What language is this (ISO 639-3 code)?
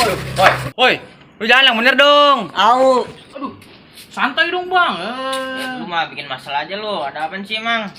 bew